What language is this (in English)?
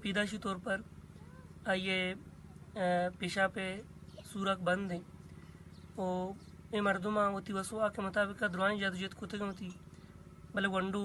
Baluchi